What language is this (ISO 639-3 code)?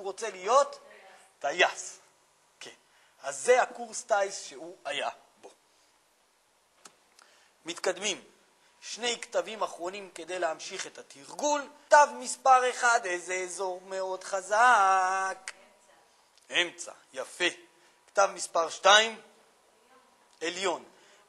heb